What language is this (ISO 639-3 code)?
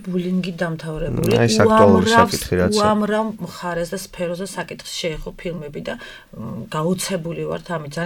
kat